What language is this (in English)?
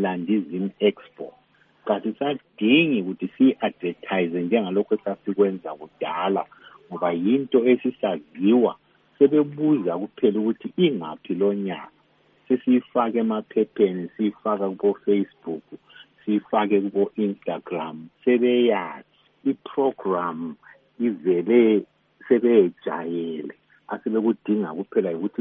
North Ndebele